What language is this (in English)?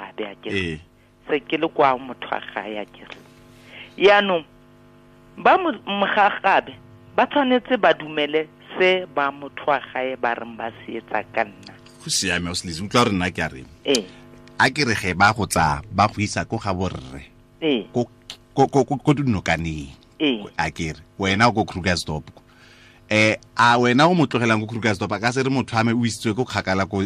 Tswana